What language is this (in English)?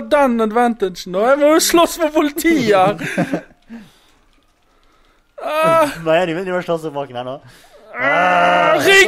Norwegian